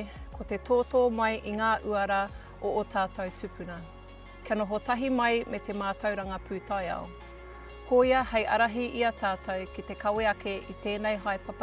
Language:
Māori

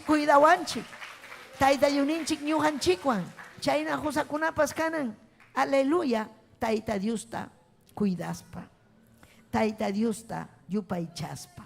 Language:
Ayacucho Quechua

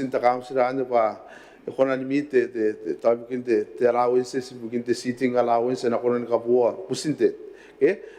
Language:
Gilbertese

